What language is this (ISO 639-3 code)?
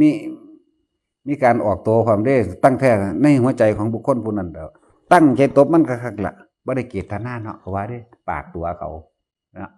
tts